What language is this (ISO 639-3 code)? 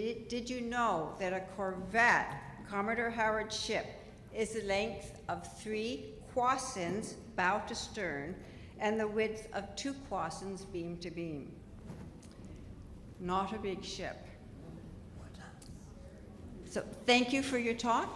eng